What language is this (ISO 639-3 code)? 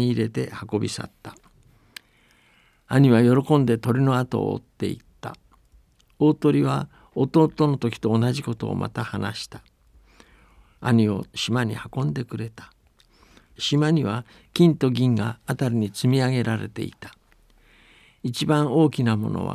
jpn